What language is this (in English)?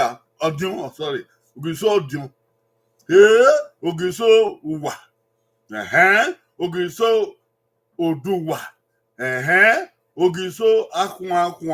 Bini